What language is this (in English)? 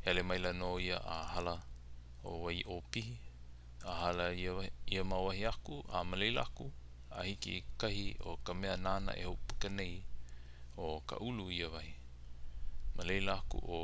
Hawaiian